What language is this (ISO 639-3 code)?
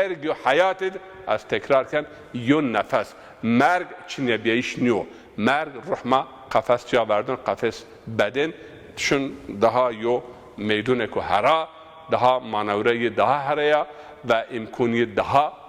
zza